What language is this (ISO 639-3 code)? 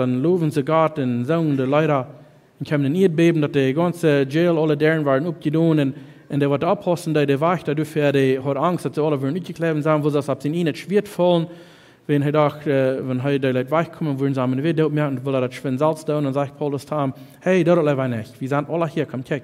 pdt